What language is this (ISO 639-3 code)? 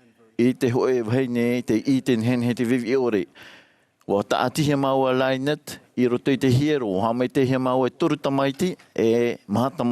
tah